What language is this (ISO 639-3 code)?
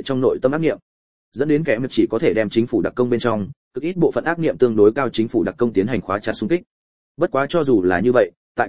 vie